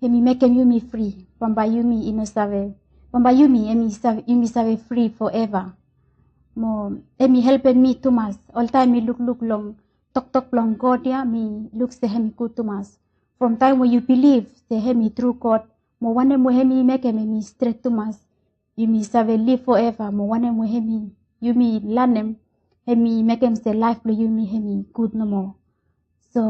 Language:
Bislama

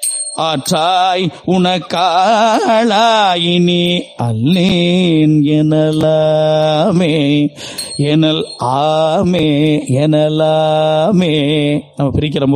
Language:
Tamil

